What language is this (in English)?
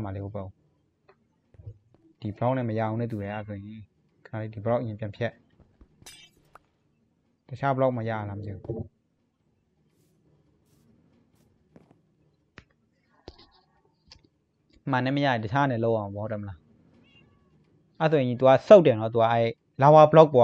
Burmese